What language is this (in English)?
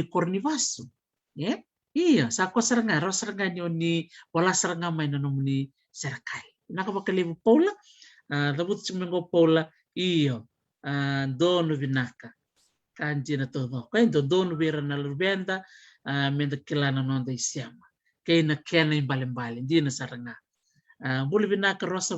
Fijian